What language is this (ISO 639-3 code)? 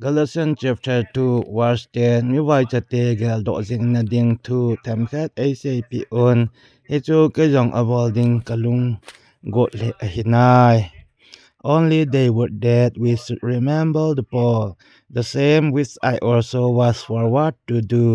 tcz